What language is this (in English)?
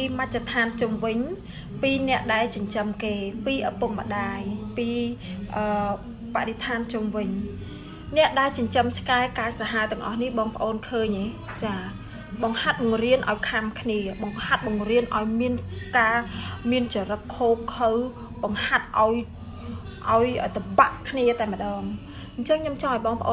Khmer